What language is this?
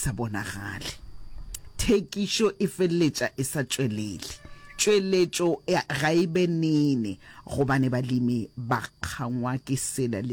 Northern Sotho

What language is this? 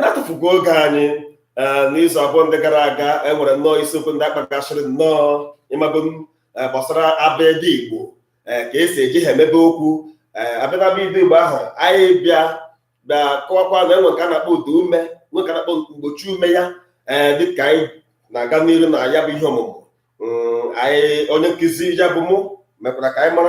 Igbo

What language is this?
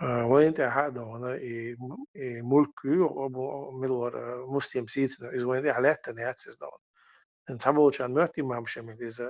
Chechen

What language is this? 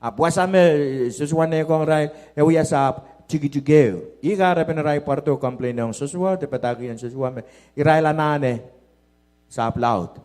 Pohnpeian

